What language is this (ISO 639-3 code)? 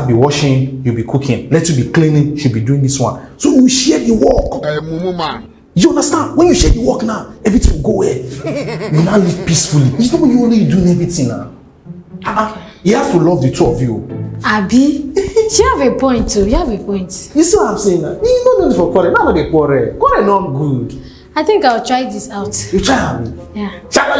pcm